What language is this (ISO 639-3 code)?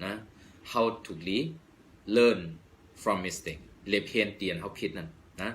shn